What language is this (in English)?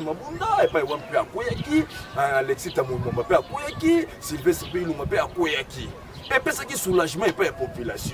Lingala